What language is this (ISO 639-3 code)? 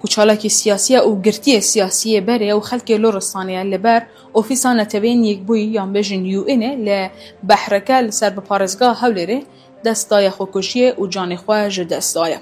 kur